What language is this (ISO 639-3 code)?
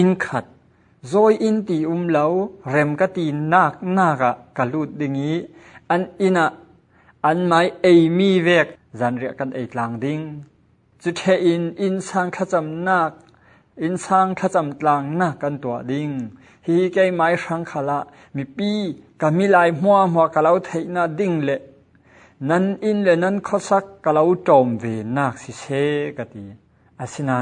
cfm